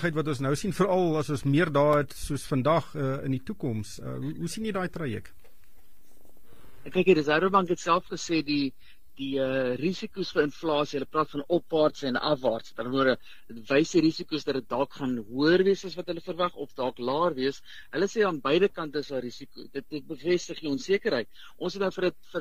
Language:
Afrikaans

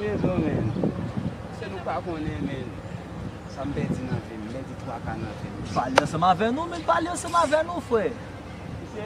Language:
Haitian Creole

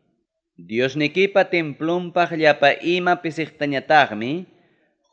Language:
Ayacucho Quechua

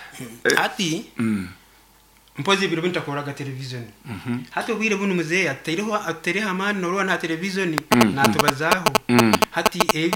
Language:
Nyoro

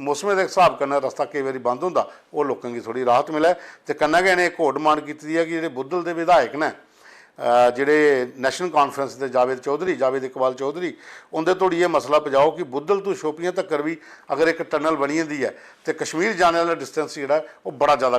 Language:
Dogri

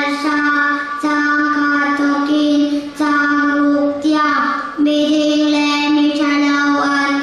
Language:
Hakha Chin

